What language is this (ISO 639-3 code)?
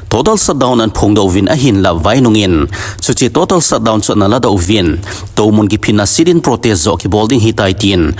tcz